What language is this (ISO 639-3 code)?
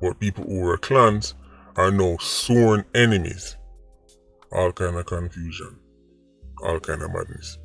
jam